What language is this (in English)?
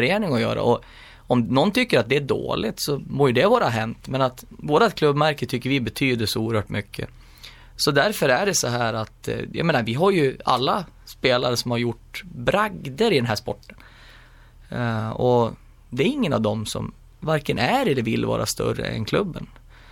Swedish